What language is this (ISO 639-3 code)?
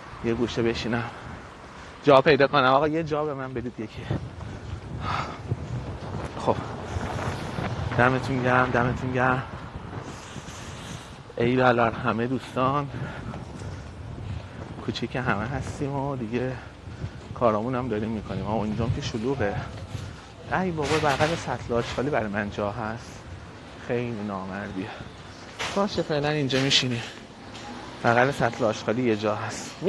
fas